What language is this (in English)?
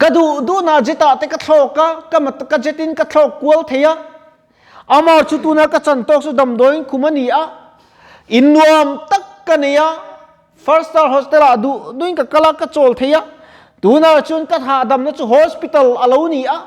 Mizo